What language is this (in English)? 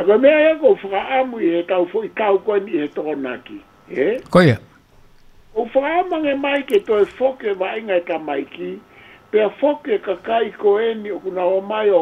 Tongan